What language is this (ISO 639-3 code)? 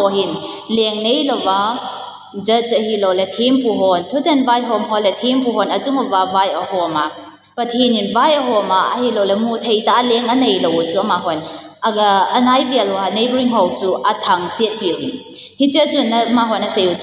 tcz